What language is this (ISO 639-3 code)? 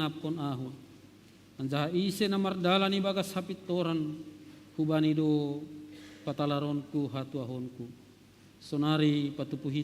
bts